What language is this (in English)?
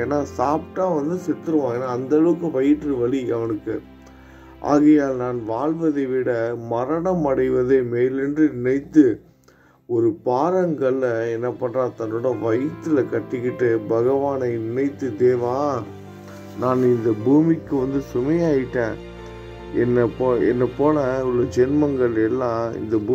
Tamil